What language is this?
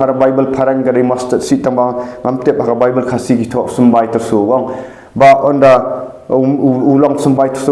Khasi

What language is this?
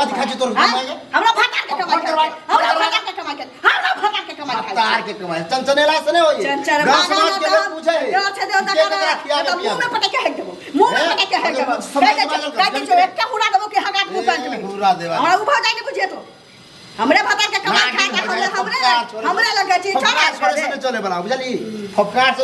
Maithili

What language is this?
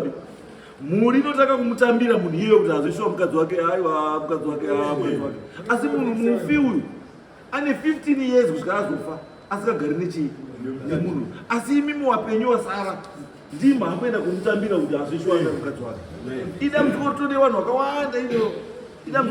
Shona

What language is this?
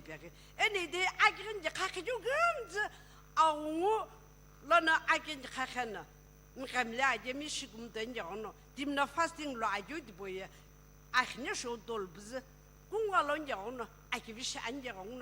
Sumi Naga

